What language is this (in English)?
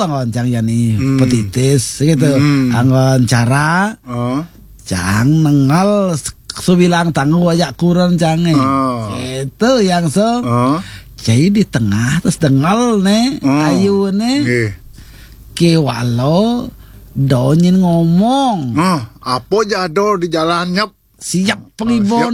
Balinese